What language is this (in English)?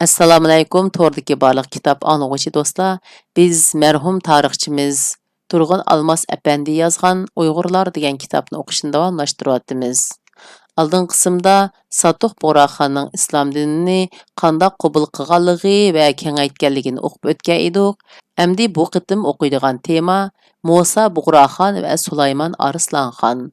Uyghur